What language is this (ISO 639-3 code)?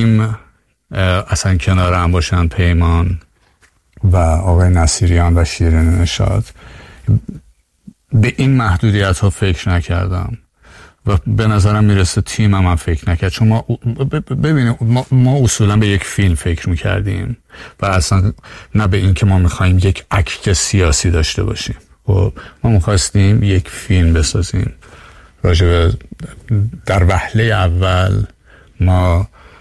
fas